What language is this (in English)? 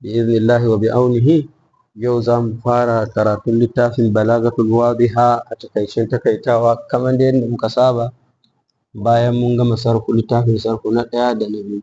Hausa